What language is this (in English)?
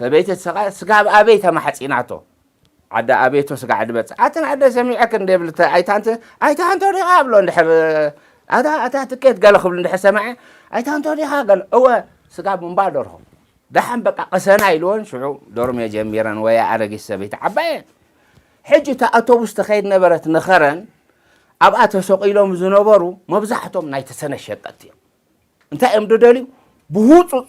Tigrinya